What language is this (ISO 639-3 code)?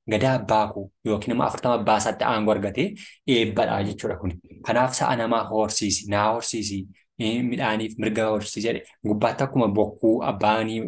orm